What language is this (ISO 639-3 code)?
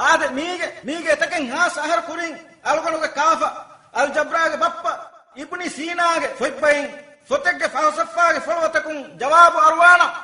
div